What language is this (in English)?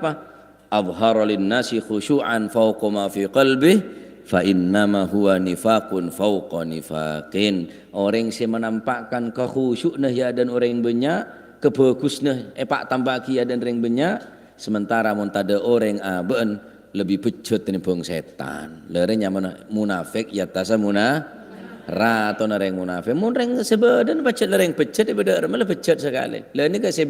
Madurese